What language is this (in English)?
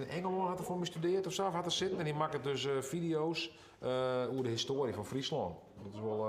Western Frisian